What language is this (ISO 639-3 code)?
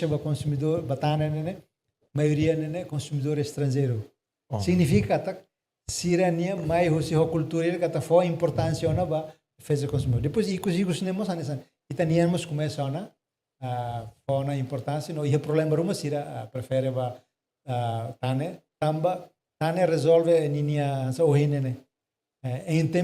tet